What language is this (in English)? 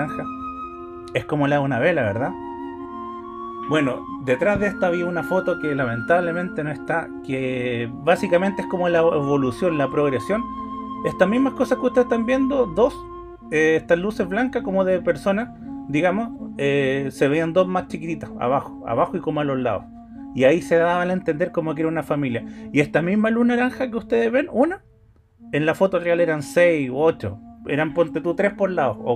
Spanish